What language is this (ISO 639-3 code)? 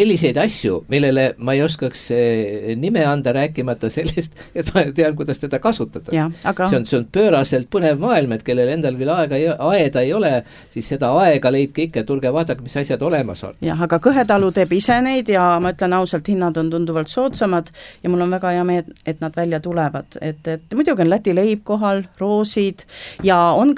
est